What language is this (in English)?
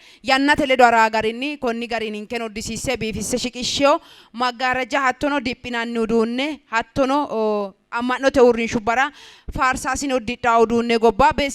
Sidamo